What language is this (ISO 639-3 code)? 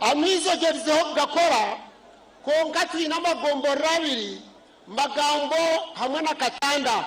nyn